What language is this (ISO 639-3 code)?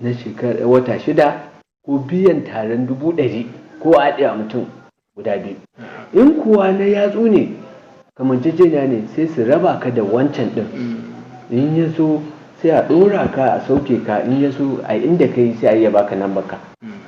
hau